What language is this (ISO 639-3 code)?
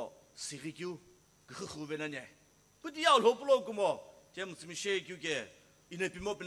nsm